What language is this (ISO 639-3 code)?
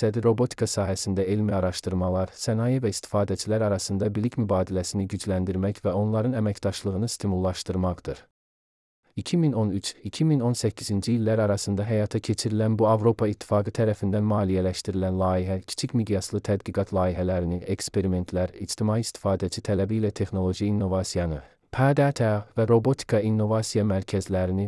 aze